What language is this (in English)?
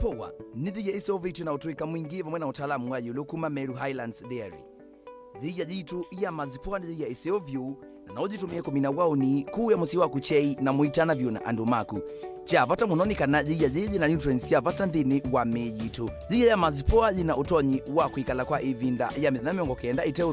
Kamba